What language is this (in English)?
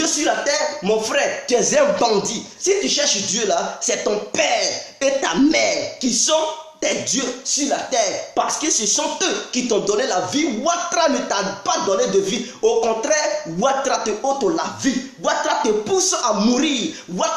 French